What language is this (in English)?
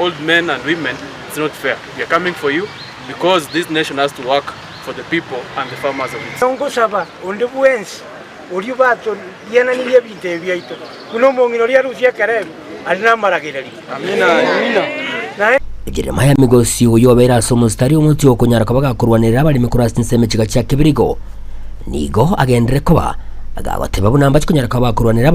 Gusii